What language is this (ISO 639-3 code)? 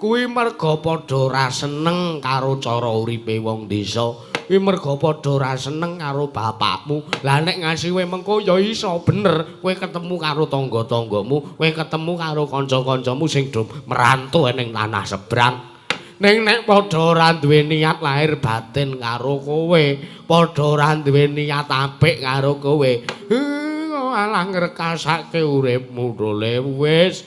jav